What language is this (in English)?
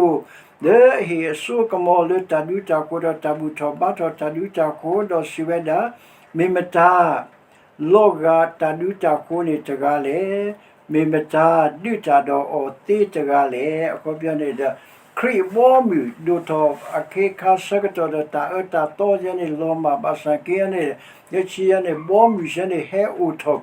S'gaw Karen